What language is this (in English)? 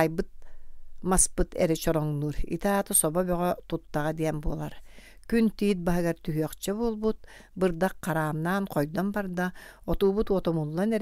Yakut